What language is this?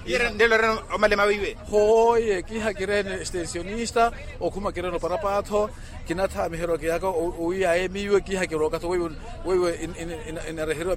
Makhuwa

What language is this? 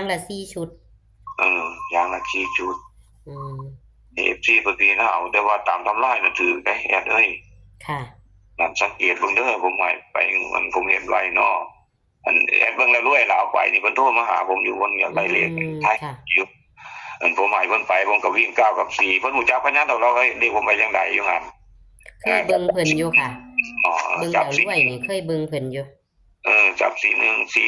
Northeastern Thai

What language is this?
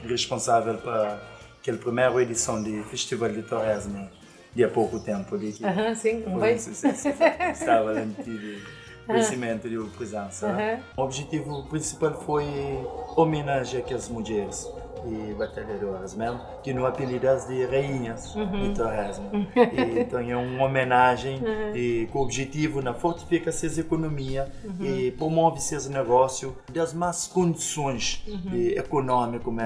Kabuverdianu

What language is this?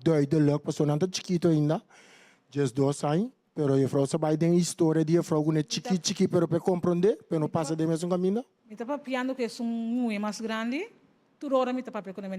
Papiamento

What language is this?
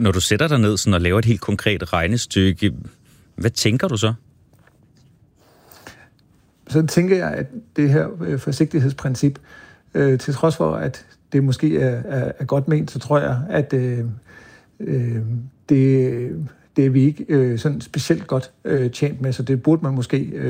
Danish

